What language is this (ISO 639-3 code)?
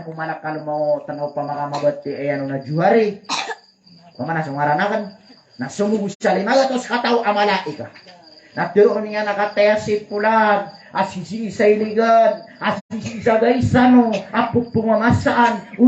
mrw